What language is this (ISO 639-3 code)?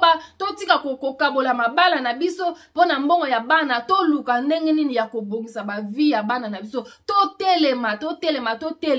lin